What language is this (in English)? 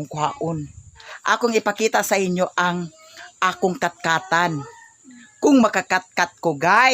Cebuano